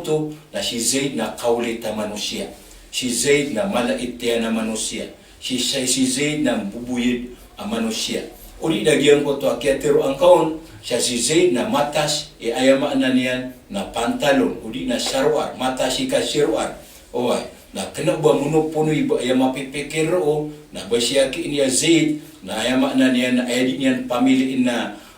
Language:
Maranao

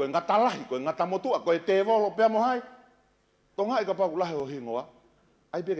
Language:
Tongan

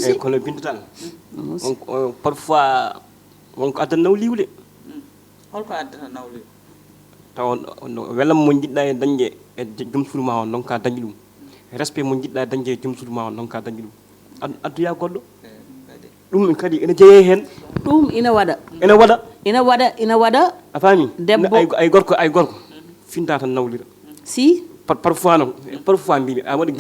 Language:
Fula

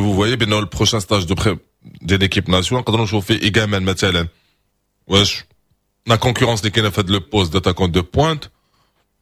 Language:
Moroccan Arabic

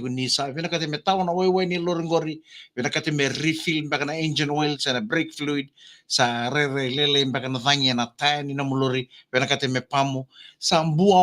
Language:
Fijian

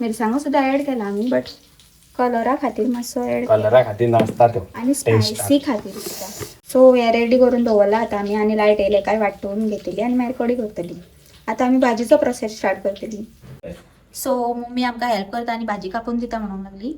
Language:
Konkani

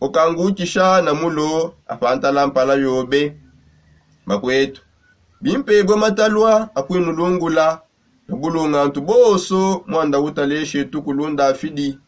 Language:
Songe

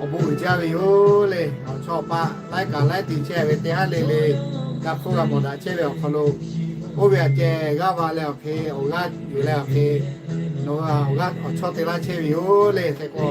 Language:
Lahu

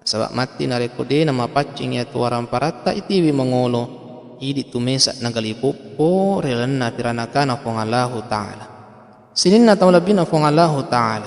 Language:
Buginese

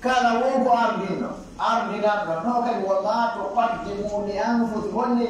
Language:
Pular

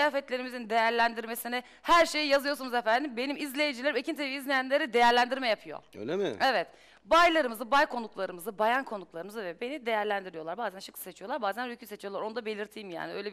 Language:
Turkish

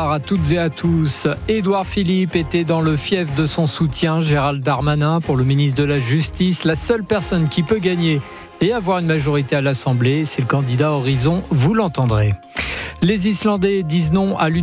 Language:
French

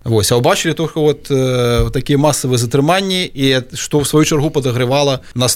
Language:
Belarusian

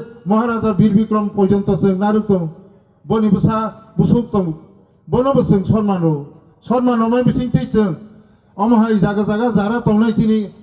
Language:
Riang (India)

